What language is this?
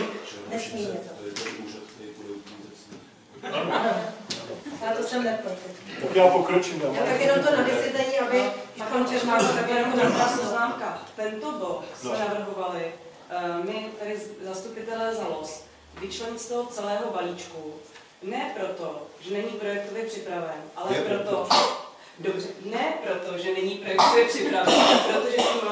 Czech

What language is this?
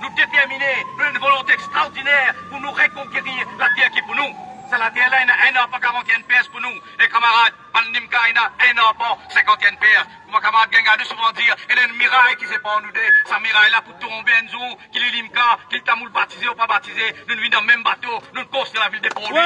Morisyen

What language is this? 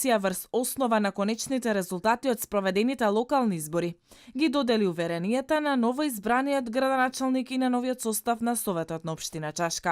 Macedonian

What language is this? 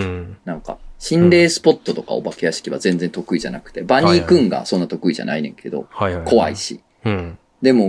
Japanese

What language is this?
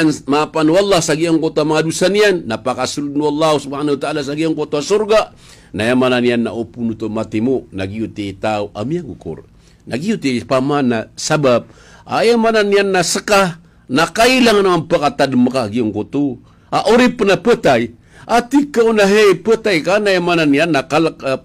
Maranao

